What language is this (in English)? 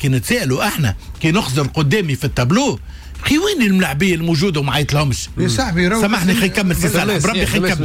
Tunisian Arabic